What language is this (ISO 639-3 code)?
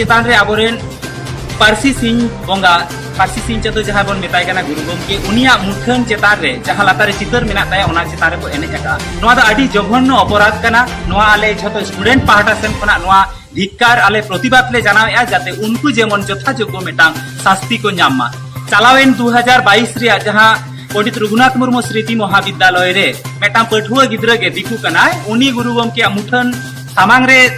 sat